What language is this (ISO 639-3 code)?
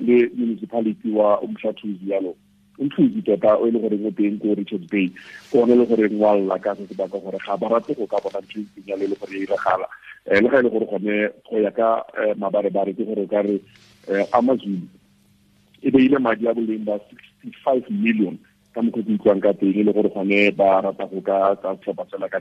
tsn